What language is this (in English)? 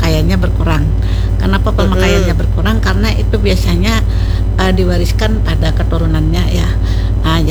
Indonesian